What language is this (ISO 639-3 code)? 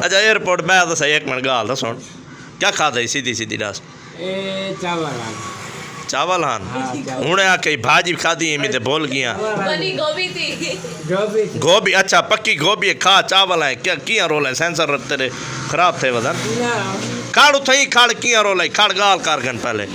skr